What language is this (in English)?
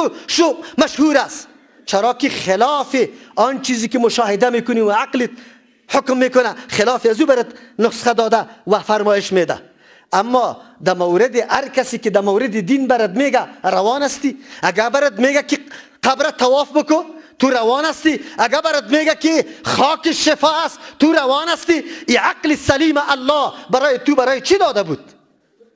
Persian